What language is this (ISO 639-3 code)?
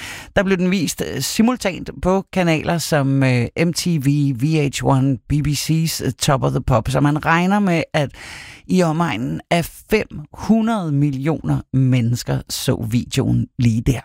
dan